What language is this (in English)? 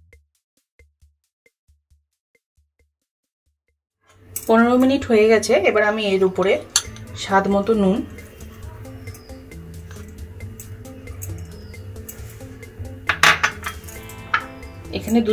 Bangla